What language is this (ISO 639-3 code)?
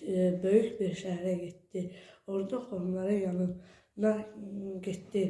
aze